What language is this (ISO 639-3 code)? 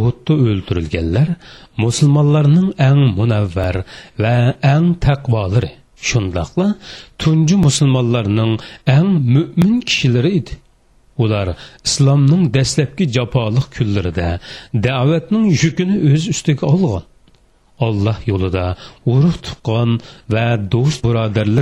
uig